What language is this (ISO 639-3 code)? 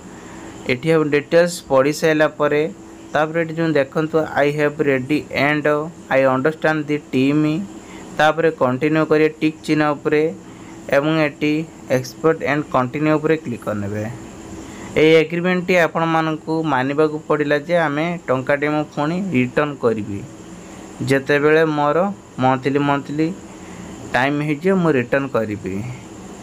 ori